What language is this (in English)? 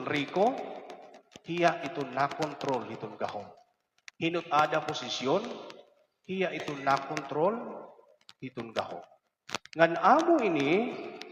Waray